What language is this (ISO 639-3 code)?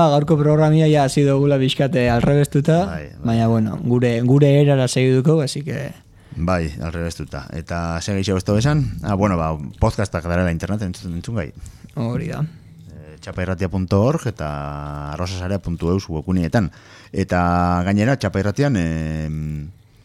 eus